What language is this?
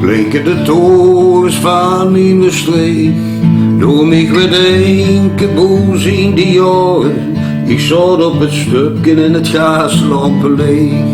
Limburgish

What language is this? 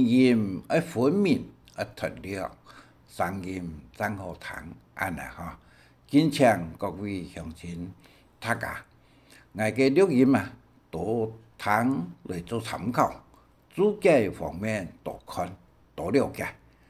Hakka Chinese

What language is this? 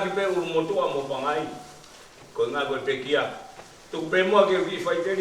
Tongan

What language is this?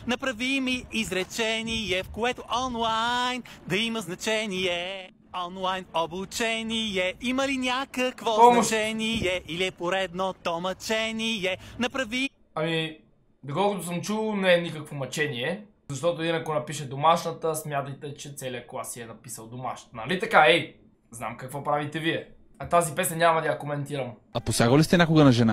Bulgarian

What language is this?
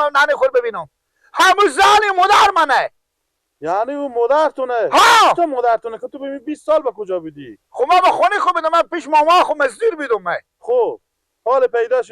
Persian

